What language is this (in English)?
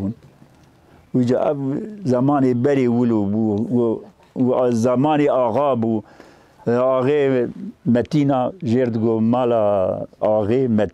Kurdish